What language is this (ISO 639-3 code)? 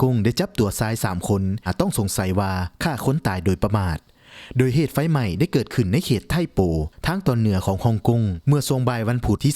lao